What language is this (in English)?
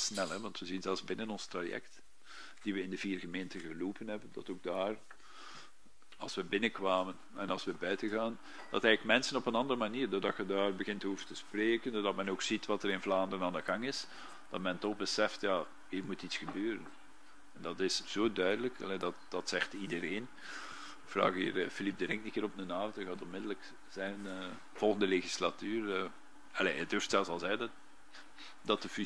Dutch